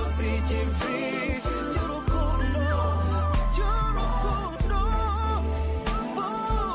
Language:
Kinyarwanda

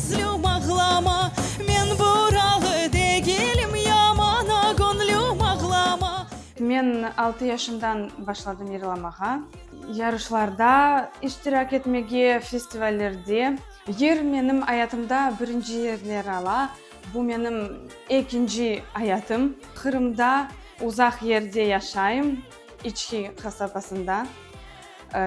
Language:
Crimean Tatar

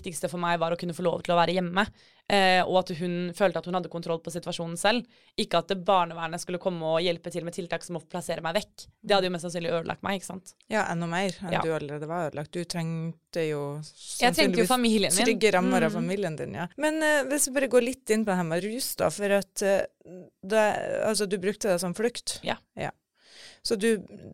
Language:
Norwegian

